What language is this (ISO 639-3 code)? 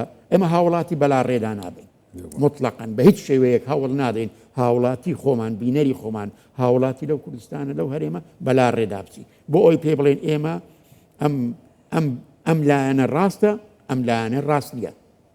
ckb